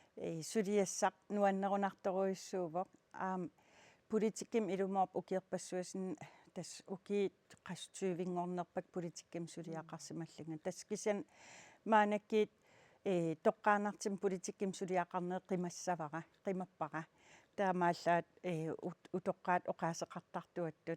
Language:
Kalaallisut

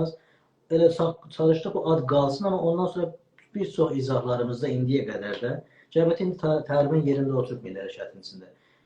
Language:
South Azerbaijani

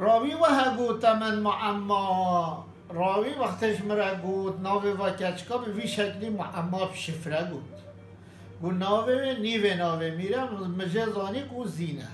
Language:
Kurdish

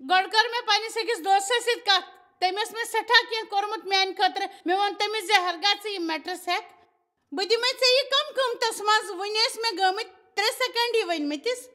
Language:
Kashmiri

